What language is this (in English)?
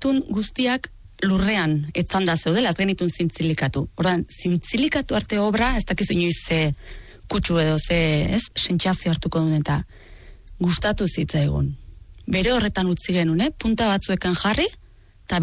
Basque